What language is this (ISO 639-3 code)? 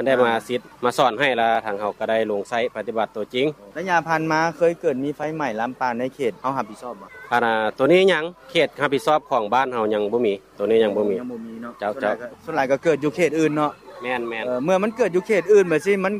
lao